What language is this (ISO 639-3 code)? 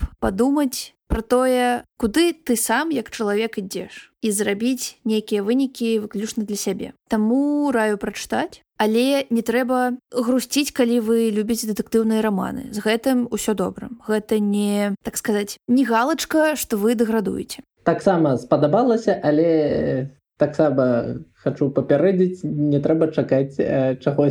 bel